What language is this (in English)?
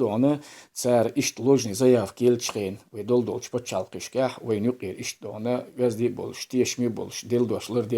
Chechen